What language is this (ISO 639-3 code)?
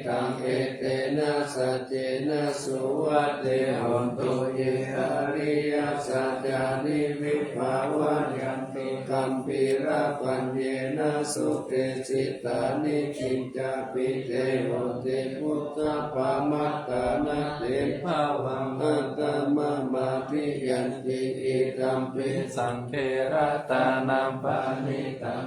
pli